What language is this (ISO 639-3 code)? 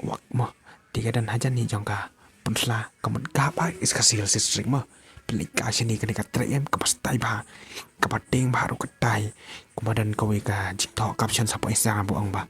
kha